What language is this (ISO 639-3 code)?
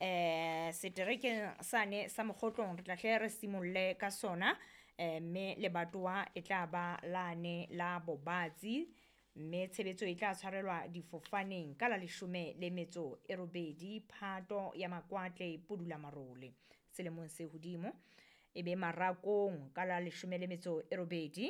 sot